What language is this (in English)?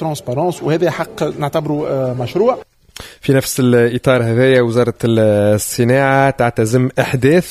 Tunisian Arabic